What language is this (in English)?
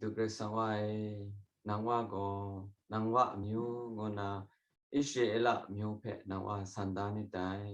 Kachin